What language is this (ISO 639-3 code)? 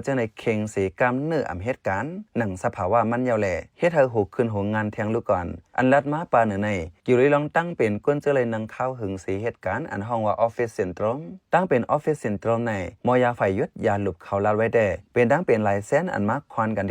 shn